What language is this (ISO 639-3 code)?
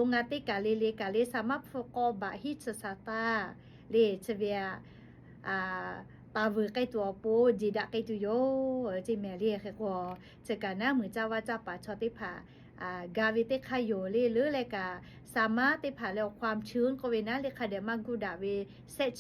lhu